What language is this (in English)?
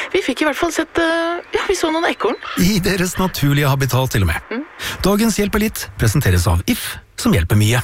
Norwegian